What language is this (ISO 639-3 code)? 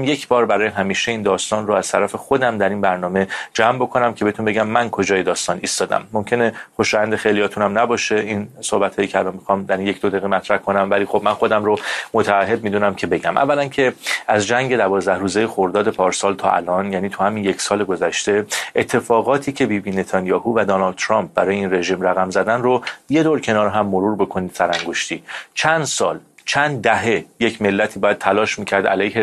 fas